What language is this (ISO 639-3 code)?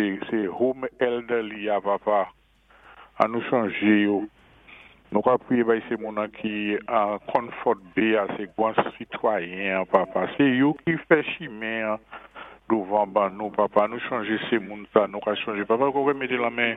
acf